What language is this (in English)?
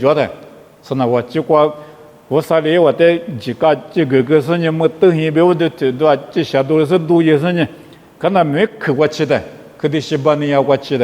Lisu